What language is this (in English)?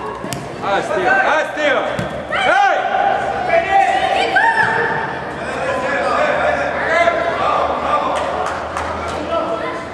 Bulgarian